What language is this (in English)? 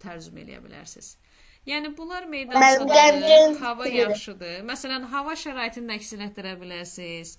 Azerbaijani